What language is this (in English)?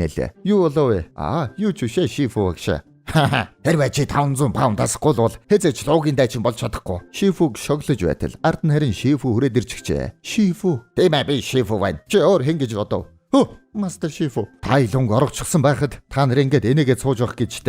Mongolian